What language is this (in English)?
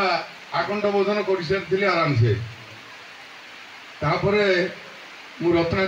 Odia